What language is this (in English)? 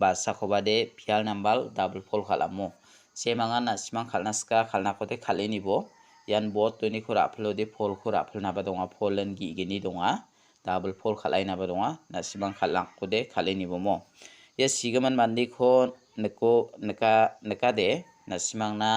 Garo